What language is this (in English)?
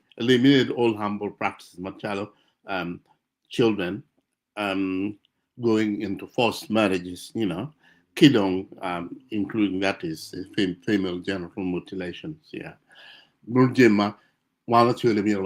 Acoli